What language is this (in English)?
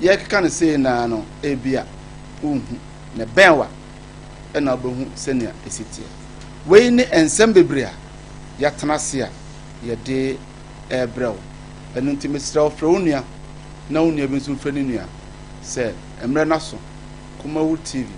Akan